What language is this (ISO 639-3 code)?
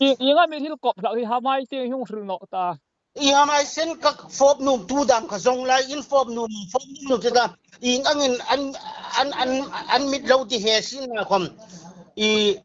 hmr